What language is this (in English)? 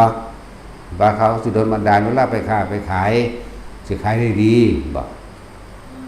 Northeastern Thai